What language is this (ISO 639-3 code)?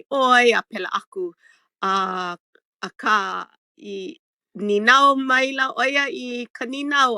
haw